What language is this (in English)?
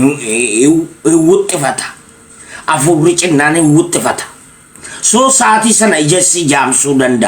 Oromo